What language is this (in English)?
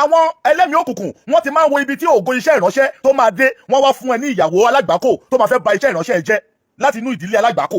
Yoruba